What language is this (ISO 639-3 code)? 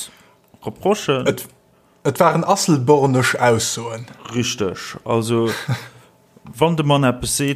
ltz